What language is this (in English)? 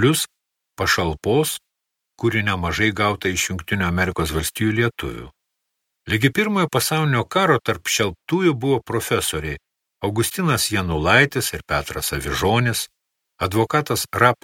Lithuanian